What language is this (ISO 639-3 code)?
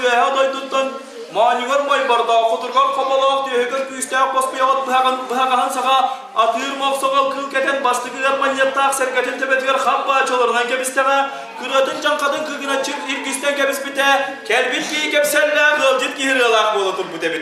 sah